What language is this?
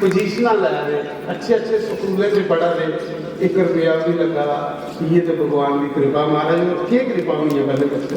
Dogri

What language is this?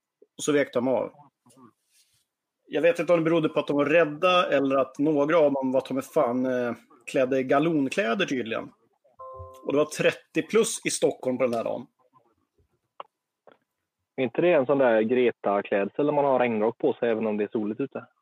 Swedish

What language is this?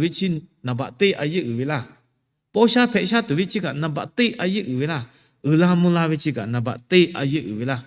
Lahu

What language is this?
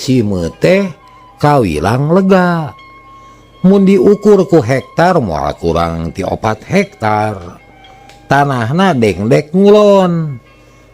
Sundanese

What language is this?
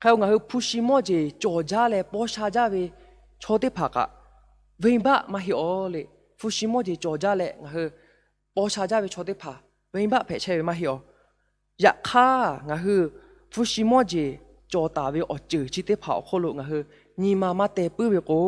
Lahu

